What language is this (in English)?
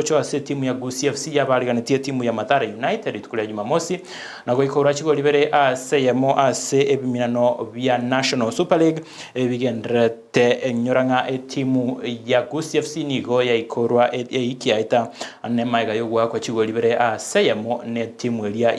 Gusii